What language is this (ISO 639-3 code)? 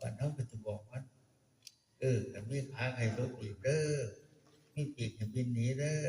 tts